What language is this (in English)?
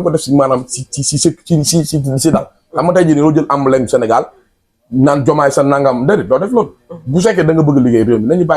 Wolof